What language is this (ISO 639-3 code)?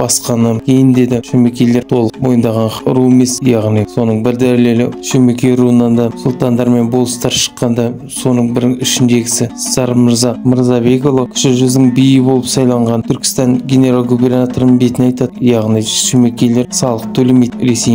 kaz